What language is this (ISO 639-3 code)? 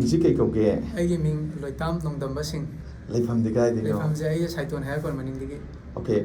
mni